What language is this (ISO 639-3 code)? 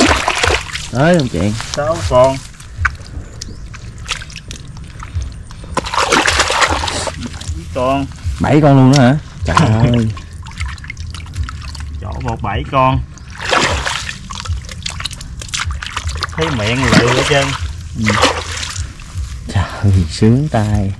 vie